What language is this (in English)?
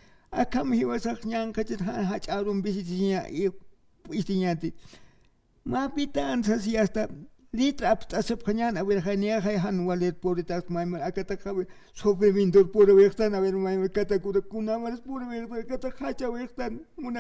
Aymara